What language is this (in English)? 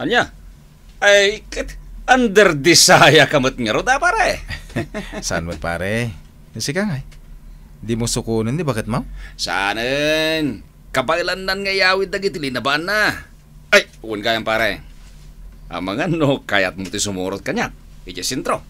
Iloko